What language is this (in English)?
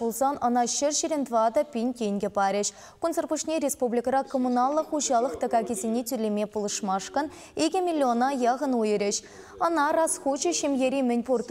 Chuvash